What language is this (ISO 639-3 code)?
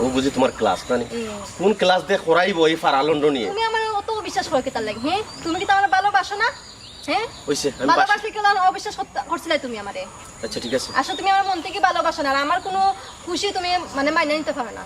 syl